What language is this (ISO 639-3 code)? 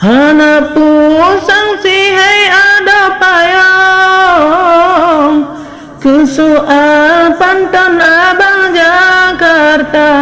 ace